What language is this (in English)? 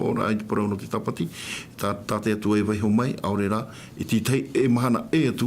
Tahitian